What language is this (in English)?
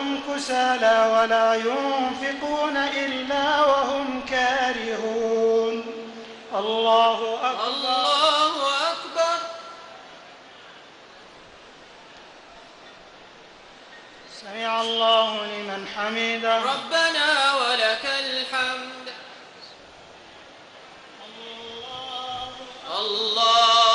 Arabic